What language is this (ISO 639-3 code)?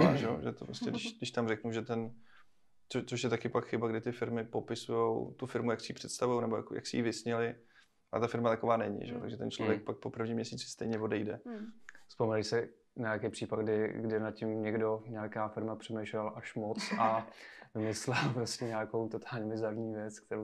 ces